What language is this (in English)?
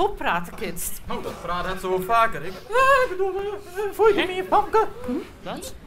Western Frisian